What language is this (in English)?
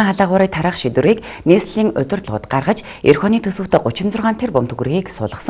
Mongolian